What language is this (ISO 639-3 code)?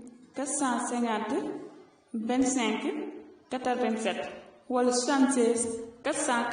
wol